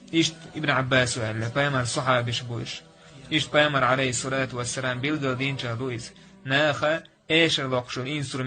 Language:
Chechen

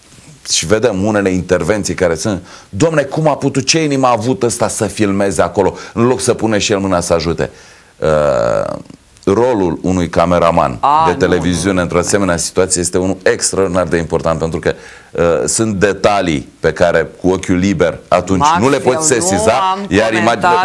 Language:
Romanian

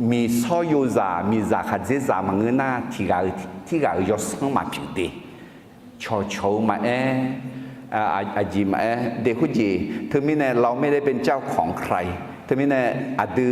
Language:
Akha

